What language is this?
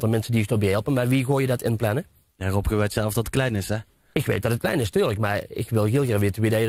Limburgish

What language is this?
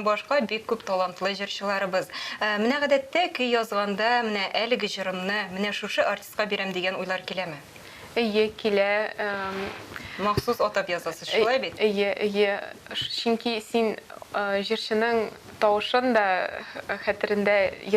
Tatar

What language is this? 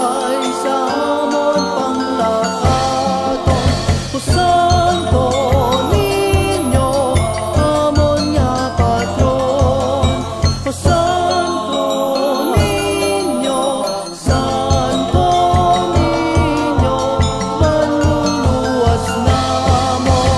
Hiligaynon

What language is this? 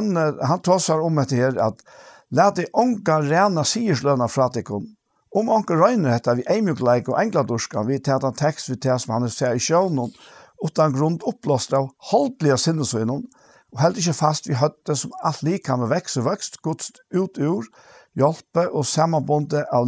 Faroese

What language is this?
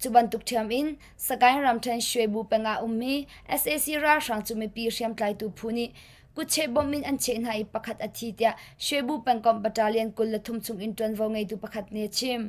Hakha Chin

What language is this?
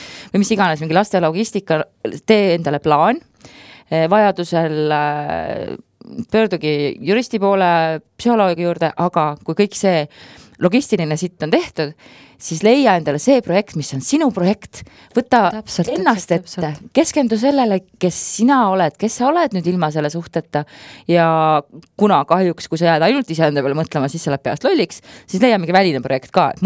Estonian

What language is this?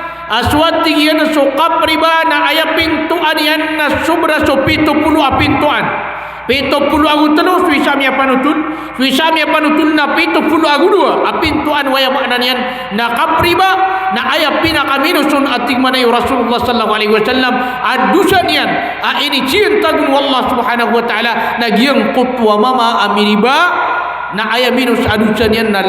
Maranao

